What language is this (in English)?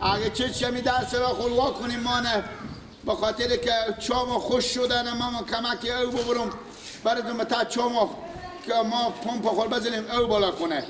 Persian